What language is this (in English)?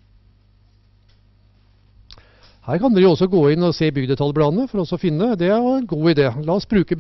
Norwegian